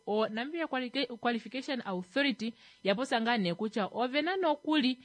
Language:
Kuanyama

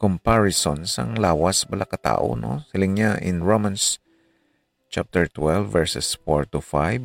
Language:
Hiligaynon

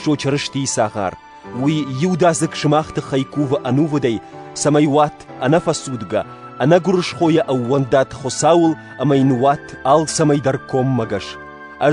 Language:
Ossetic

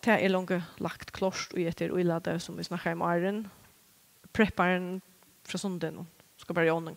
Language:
Faroese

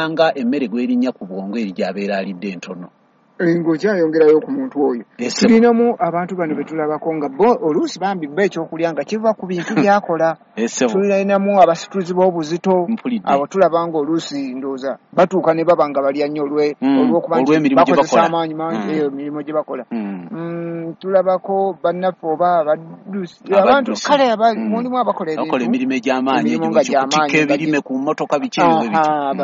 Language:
Ganda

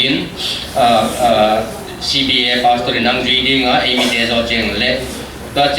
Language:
Paite Chin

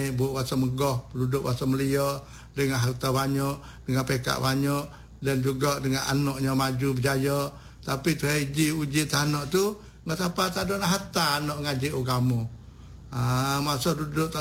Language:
Malay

